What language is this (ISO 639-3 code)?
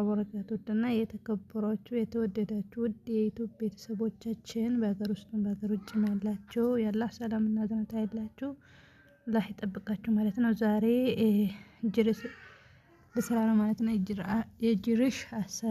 amh